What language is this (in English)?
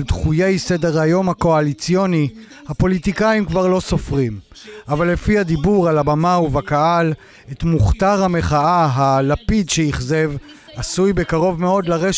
Hebrew